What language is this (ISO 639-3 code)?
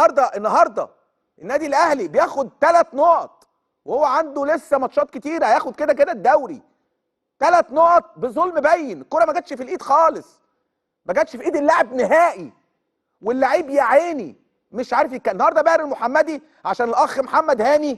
arz